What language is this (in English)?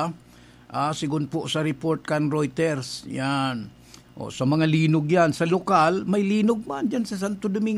Bikol